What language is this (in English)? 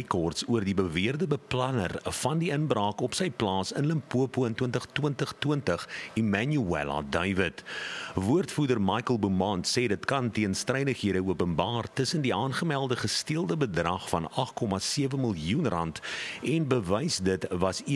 Afrikaans